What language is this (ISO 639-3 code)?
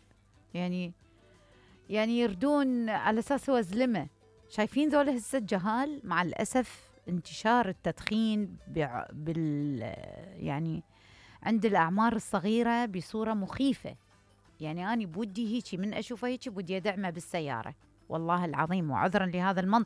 acm